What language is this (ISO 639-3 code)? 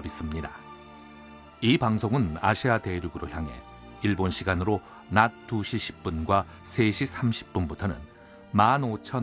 kor